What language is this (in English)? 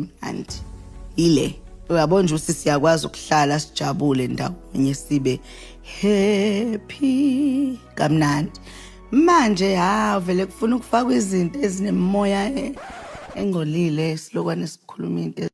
Zulu